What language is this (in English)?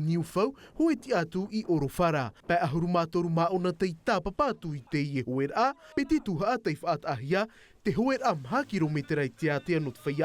Tahitian